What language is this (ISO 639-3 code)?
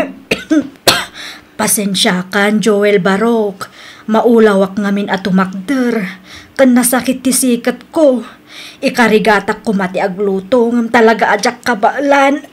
ilo